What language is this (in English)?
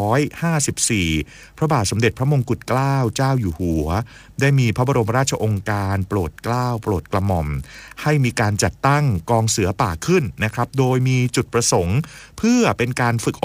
Thai